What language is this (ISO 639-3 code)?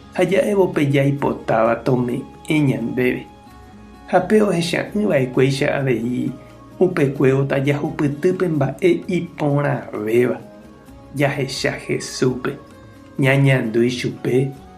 grn